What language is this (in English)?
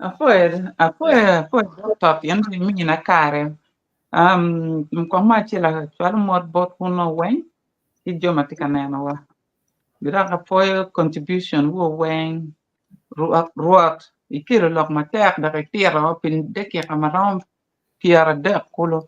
Acoli